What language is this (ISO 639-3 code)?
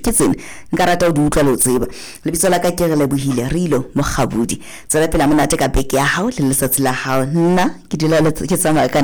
sot